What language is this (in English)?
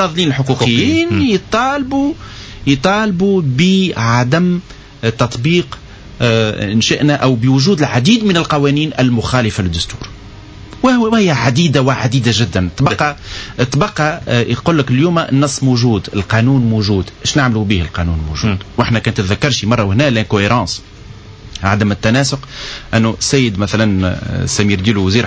Tunisian Arabic